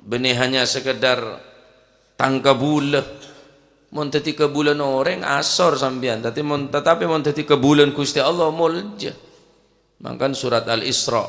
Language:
Madurese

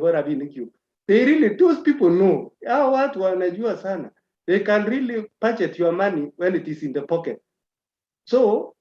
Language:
Kalenjin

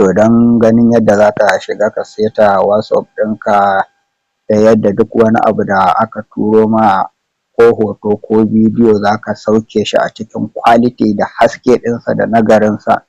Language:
Hausa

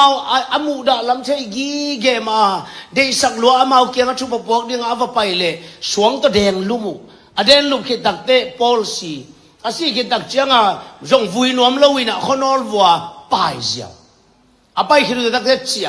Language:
Tedim Chin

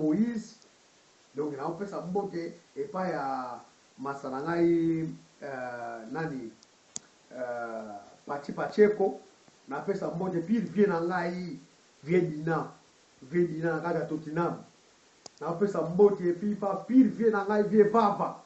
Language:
Lingala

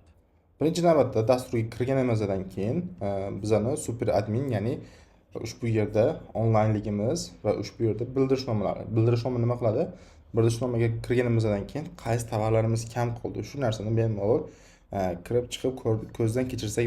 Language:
Uzbek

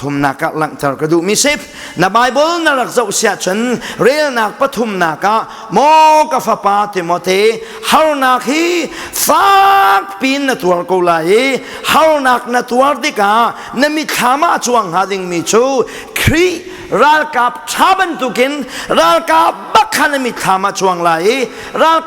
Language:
Hakha Chin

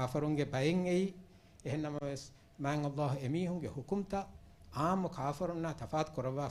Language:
Divehi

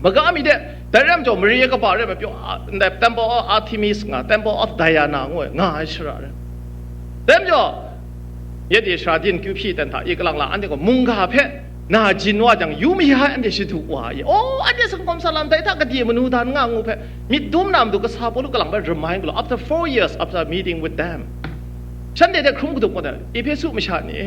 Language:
Kachin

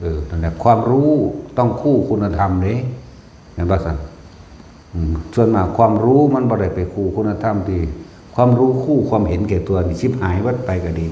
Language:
Northeastern Thai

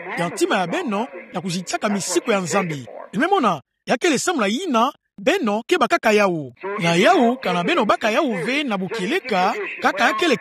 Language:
Kituba (Democratic Republic of Congo)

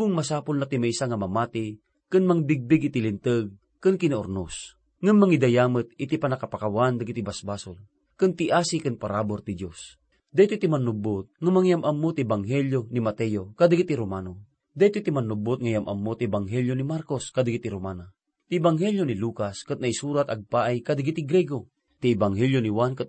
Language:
Iloko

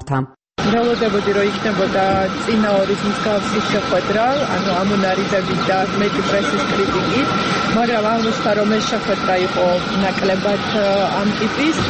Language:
Georgian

